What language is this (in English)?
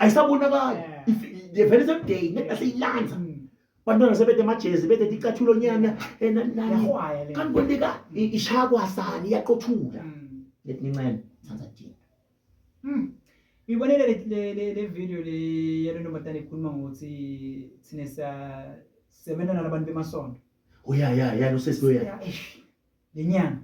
Zulu